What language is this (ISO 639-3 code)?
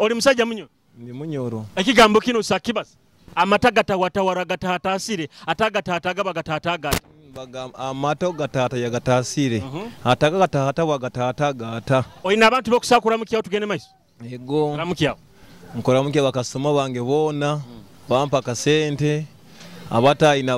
nyo